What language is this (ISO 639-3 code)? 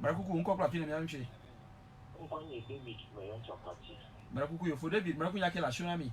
ewe